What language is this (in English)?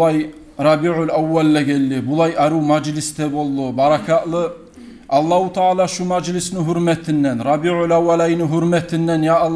Kumyk